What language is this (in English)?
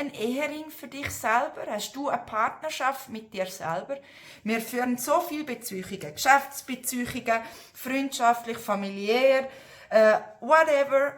Swiss German